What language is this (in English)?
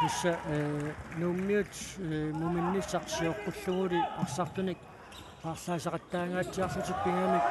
Kalaallisut